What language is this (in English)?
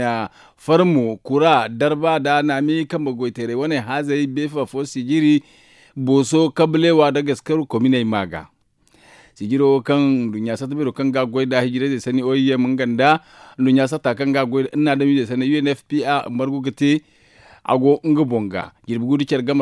Zarma